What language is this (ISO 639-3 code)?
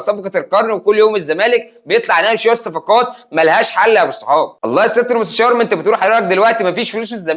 arz